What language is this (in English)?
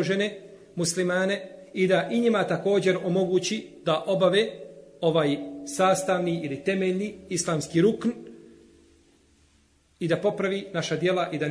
Bosnian